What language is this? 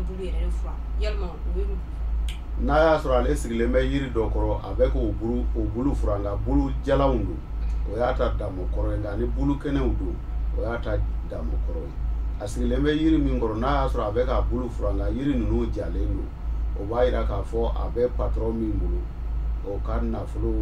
Bambara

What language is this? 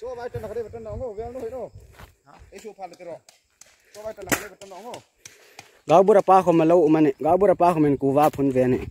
Hmar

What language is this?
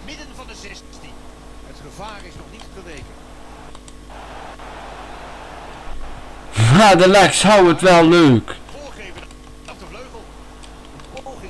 Dutch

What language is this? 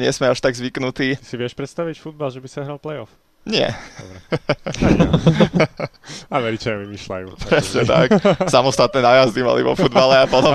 Slovak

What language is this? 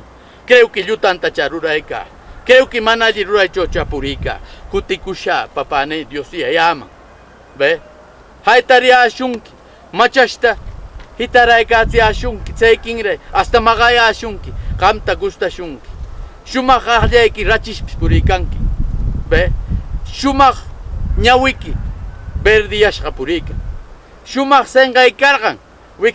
Southern Conchucos Ancash Quechua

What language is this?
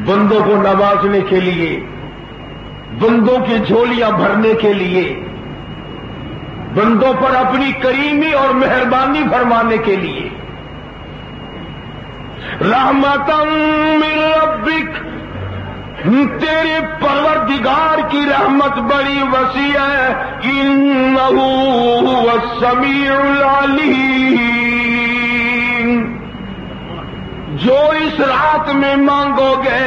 Urdu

